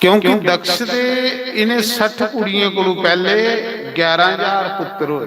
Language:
Dogri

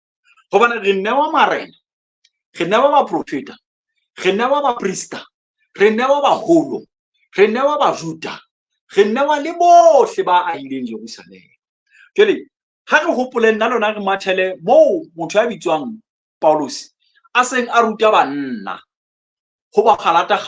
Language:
Southern Sotho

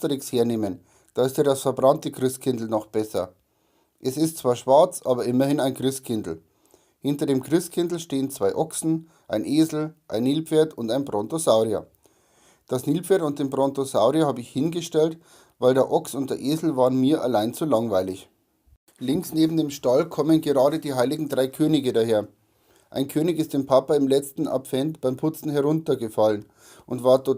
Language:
Bavarian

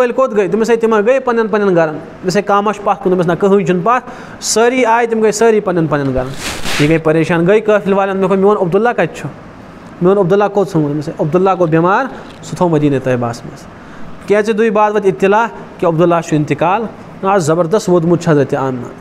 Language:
Kashmiri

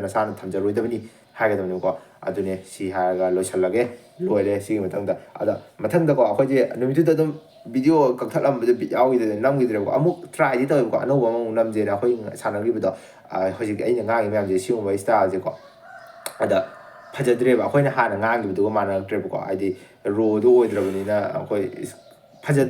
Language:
Manipuri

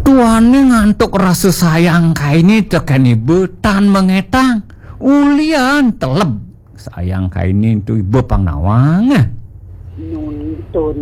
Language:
Balinese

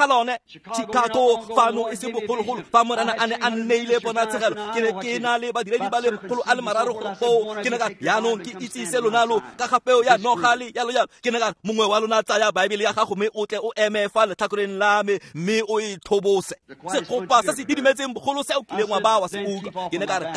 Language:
Tswana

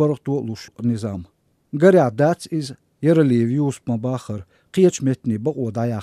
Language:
Chechen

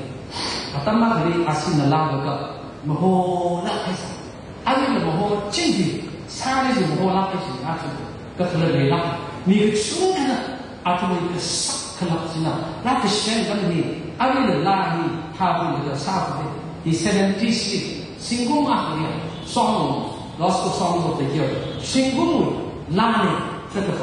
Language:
Tangkhul Naga (India)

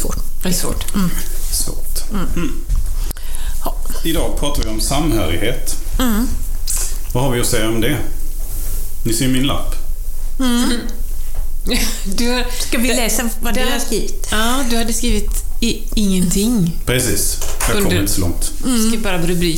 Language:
Swedish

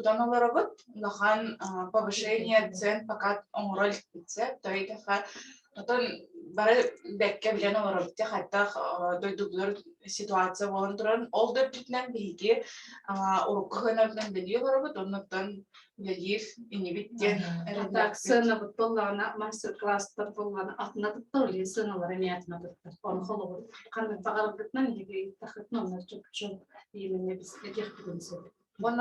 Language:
Yakut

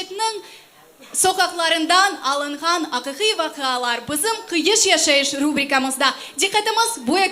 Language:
Crimean Tatar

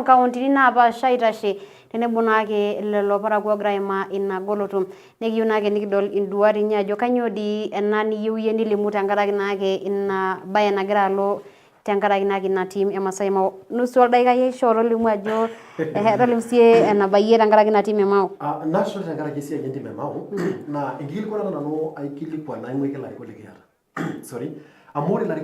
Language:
Masai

